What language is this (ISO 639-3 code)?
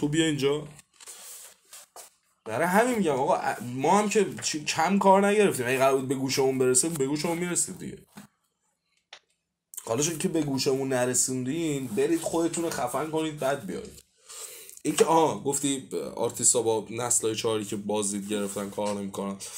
fas